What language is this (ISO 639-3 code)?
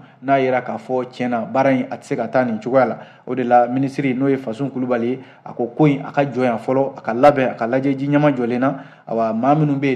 bam